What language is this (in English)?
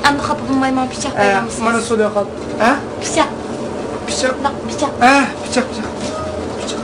Uyghur